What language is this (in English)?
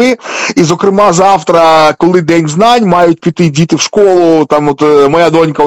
Ukrainian